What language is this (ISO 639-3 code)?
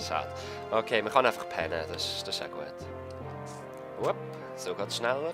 gsw